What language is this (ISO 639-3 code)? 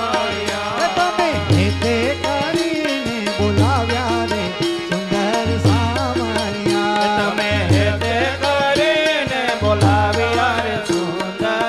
guj